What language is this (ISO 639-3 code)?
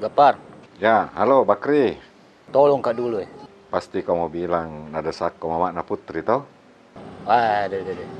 mfp